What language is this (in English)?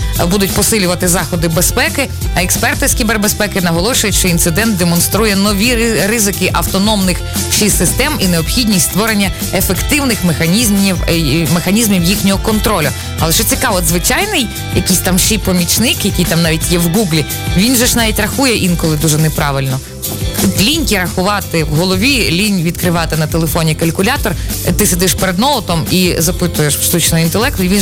Ukrainian